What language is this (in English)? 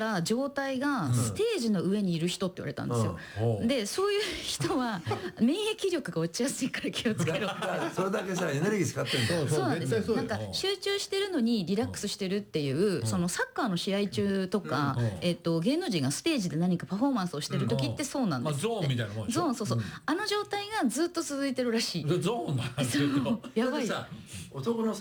Japanese